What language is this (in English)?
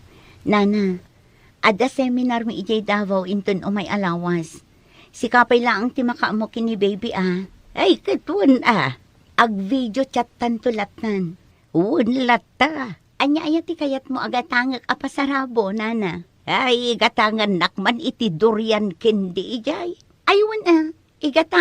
Iloko